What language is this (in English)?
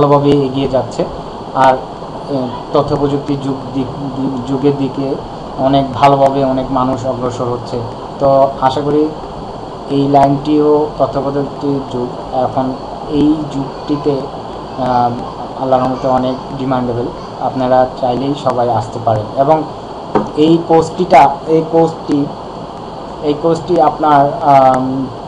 Bangla